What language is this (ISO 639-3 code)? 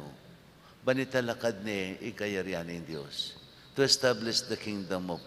pam